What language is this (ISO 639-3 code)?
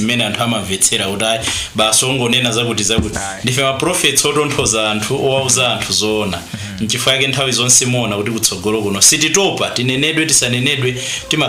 nya